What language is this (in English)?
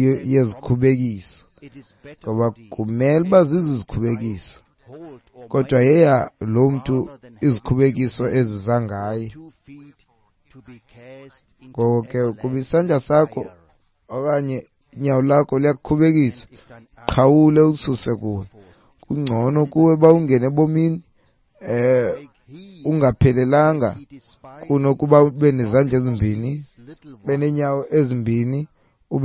Xhosa